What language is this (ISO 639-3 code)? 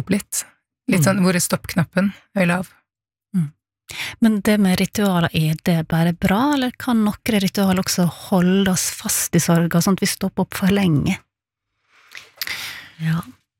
nor